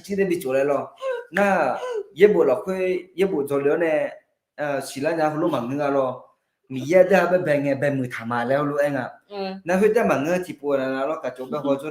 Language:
Akha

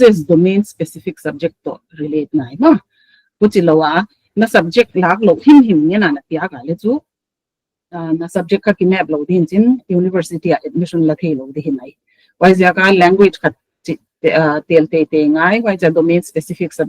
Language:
Paite Chin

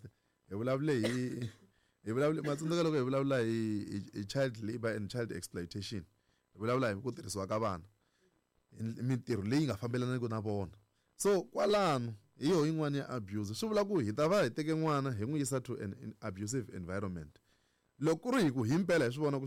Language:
Tsonga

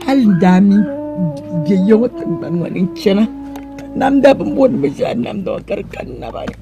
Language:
Dagbani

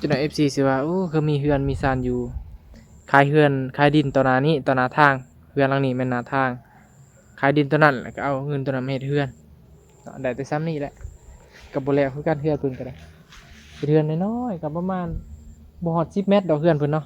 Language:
Northeastern Thai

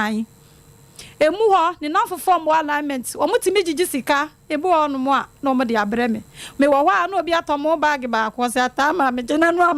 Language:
Akan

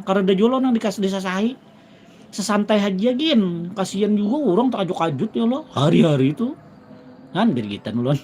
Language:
Banjar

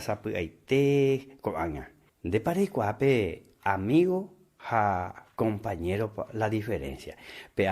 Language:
Guarani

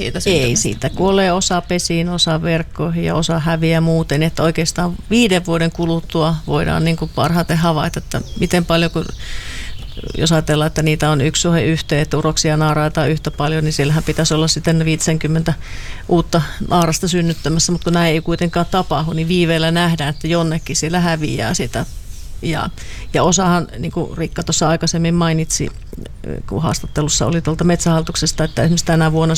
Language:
Finnish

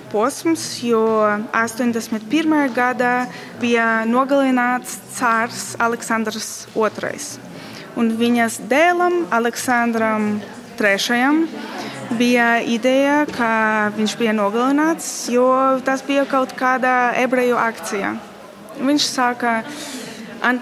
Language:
Latvian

